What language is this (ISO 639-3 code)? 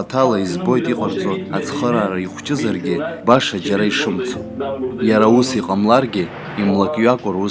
abk